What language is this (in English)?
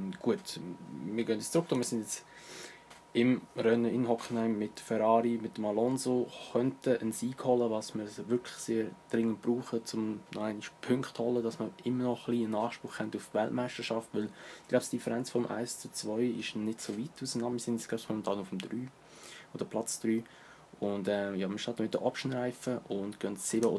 Swiss German